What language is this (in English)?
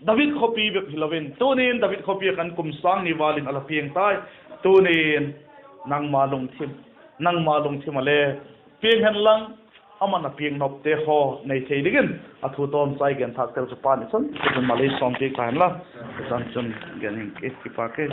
Vaiphei